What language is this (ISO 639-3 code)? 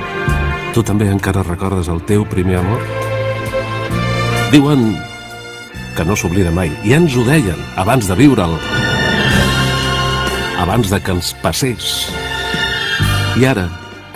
cat